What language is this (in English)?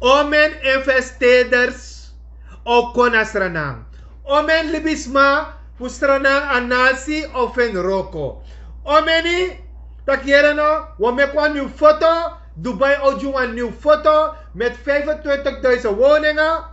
Sranan Tongo